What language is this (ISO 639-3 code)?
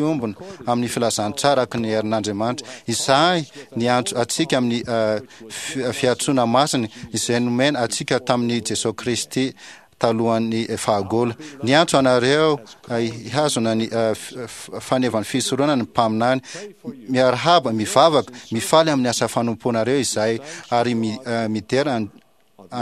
mlg